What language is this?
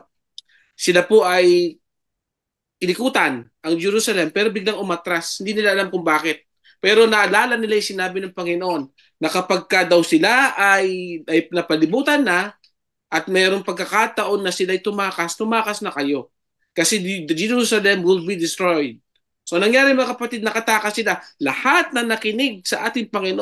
Filipino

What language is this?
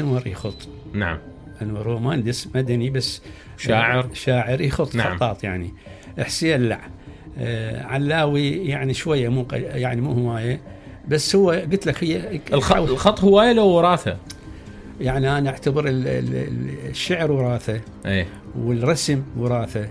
Mesopotamian Arabic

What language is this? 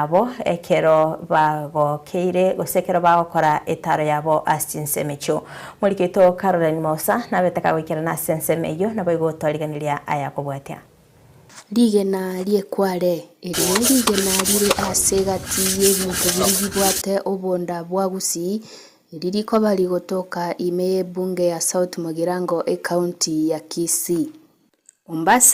Gusii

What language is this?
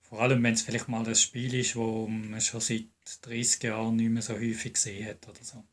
Swiss German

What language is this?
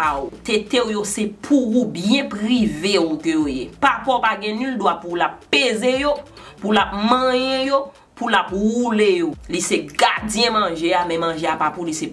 Haitian Creole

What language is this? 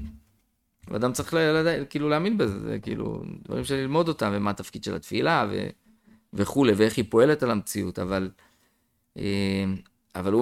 Hebrew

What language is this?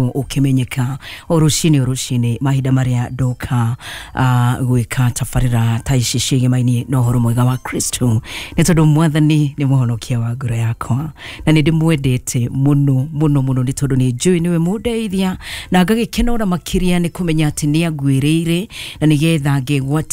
Kikuyu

